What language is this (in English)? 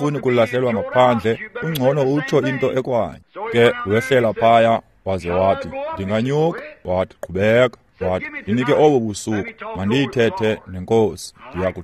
Xhosa